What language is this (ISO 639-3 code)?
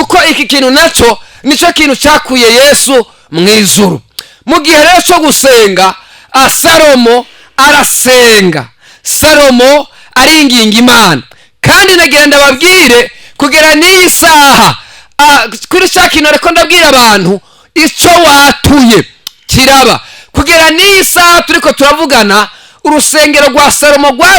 run